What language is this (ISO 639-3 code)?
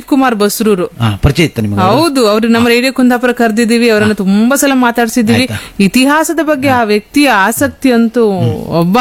kan